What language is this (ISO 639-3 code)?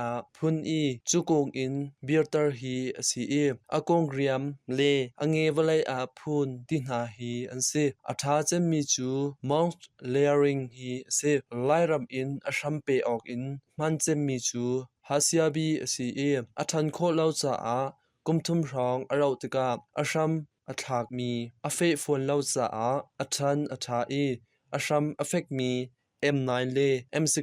cnh